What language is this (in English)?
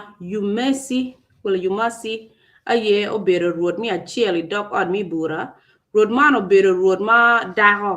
Acoli